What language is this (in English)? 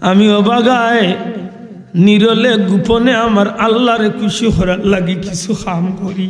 Sylheti